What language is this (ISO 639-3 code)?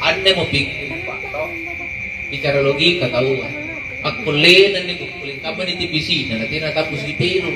mak